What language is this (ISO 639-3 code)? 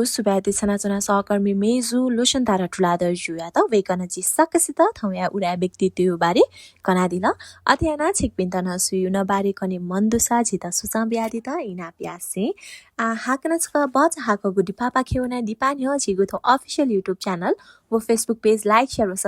new